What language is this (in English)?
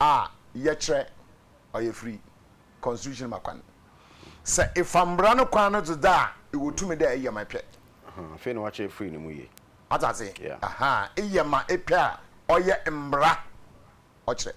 Akan